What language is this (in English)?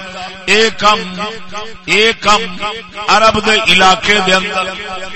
Saraiki